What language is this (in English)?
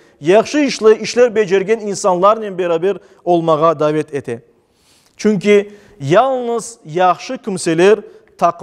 Crimean Tatar